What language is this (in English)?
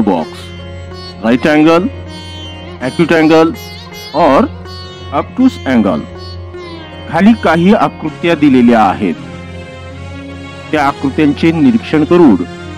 Marathi